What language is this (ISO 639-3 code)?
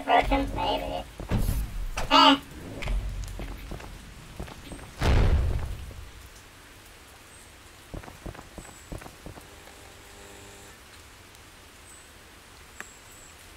eng